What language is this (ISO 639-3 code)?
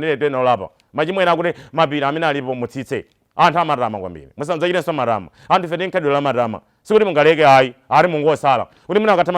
nya